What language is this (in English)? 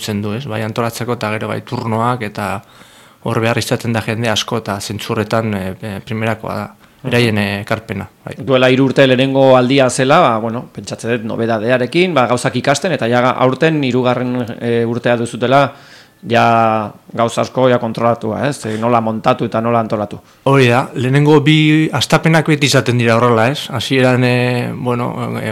Basque